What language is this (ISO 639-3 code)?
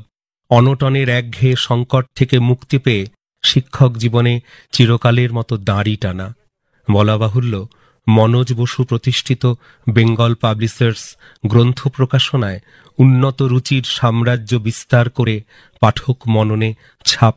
ben